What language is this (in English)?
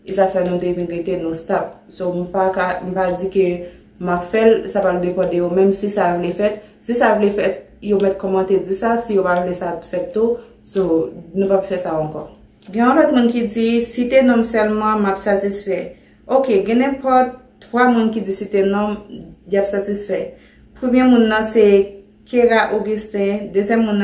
Haitian Creole